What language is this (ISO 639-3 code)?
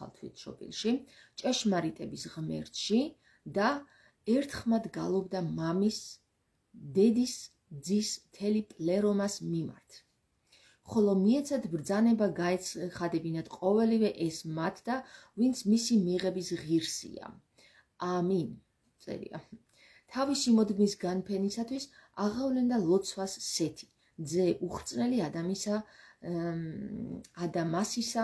kat